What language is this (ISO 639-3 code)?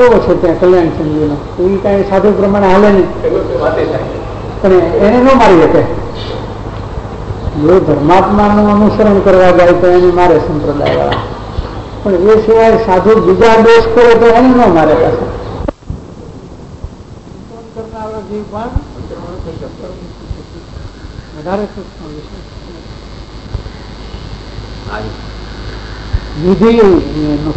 guj